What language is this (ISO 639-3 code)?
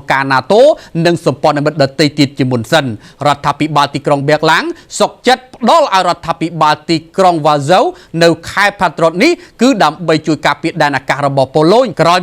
khm